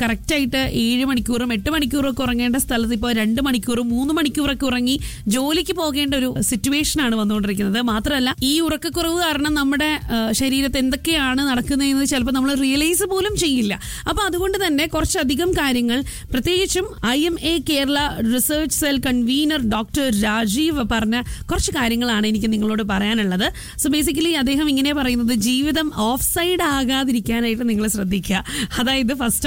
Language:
Malayalam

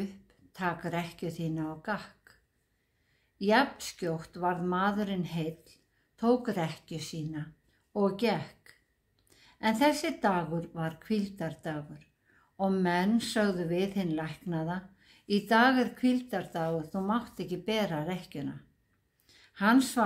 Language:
Icelandic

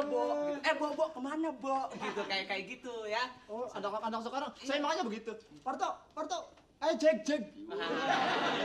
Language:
Betawi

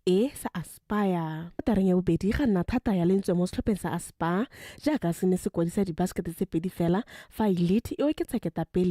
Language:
Tswana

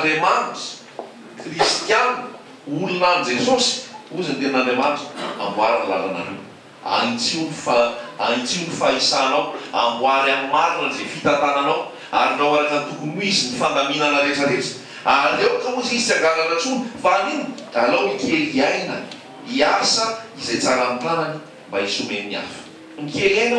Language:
Malagasy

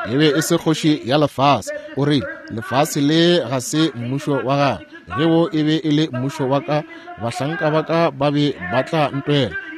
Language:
Northern Sotho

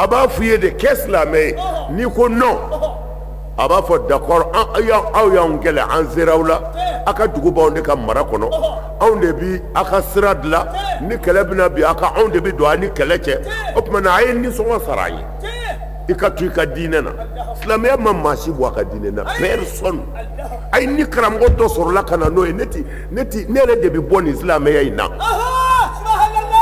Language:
Bambara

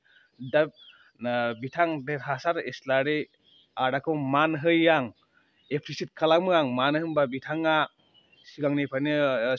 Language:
Bodo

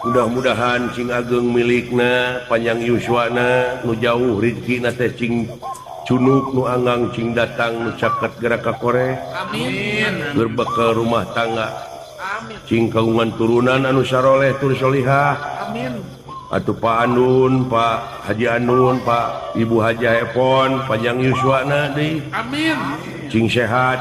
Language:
Sundanese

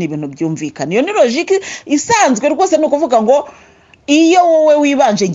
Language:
Kinyarwanda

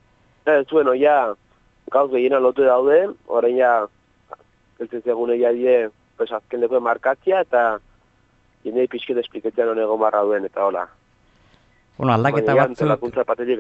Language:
Basque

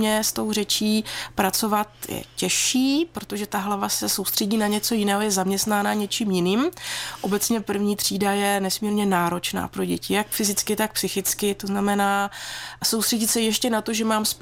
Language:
Czech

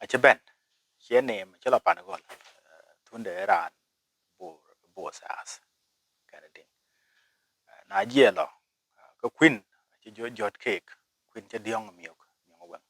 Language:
Dinka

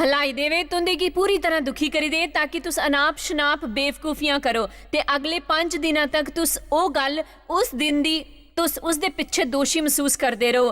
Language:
Dogri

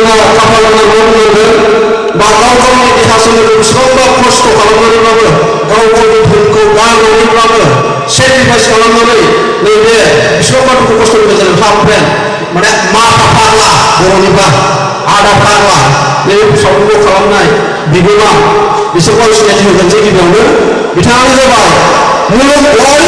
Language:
Bodo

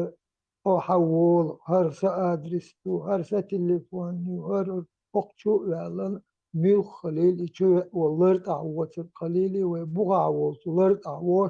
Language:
Chechen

